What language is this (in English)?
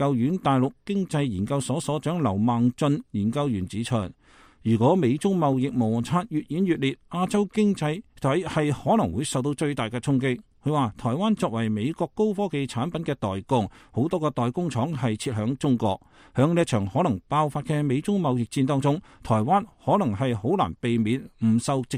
Cantonese